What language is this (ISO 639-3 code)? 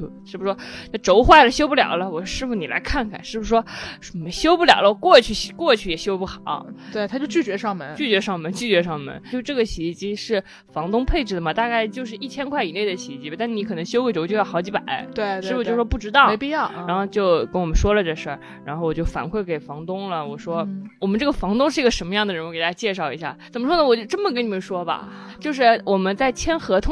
zho